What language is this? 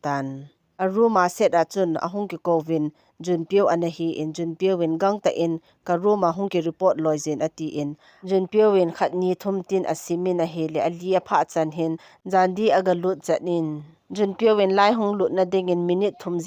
Thado Chin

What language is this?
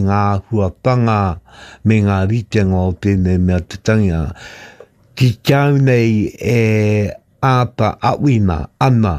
Māori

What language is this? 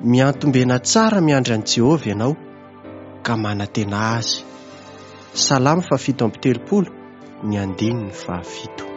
Malagasy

